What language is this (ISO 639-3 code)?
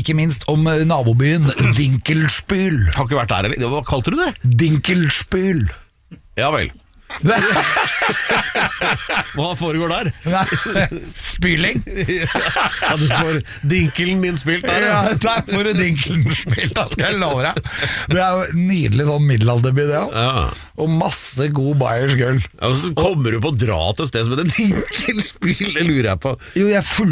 nor